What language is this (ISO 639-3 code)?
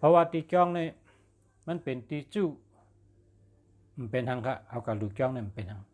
shn